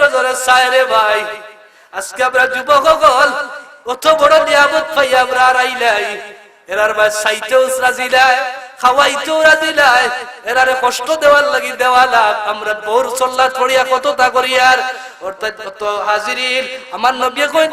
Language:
Sylheti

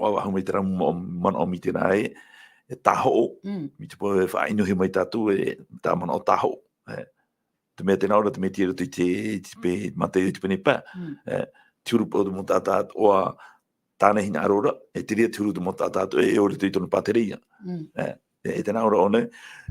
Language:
Tahitian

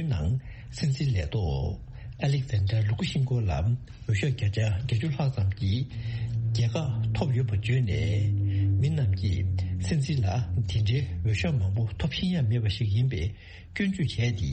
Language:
Tibetan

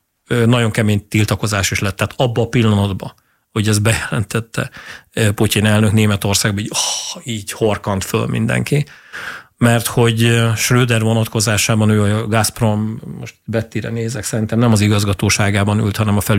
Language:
Hungarian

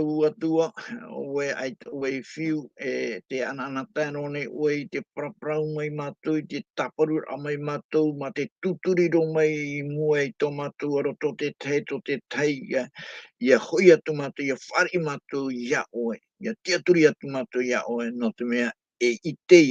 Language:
Tahitian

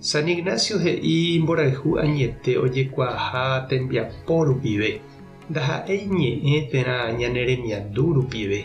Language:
Guarani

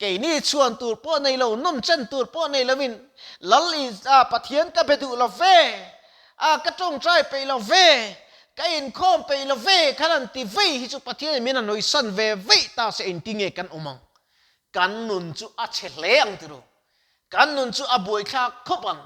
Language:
Mizo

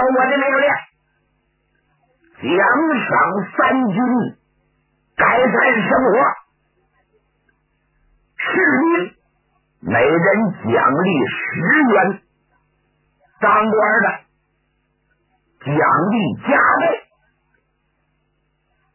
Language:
Chinese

